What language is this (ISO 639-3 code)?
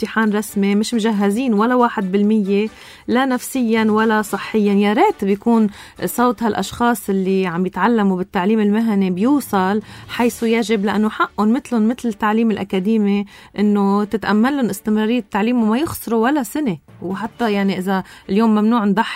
apc